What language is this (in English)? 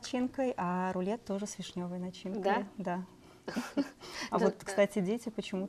Russian